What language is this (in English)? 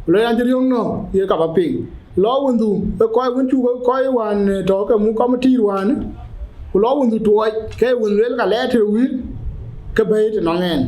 Dinka